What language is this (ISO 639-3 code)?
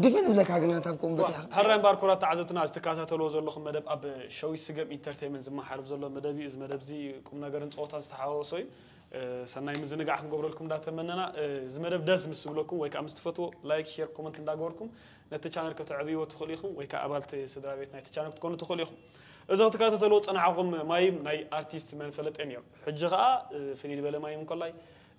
tir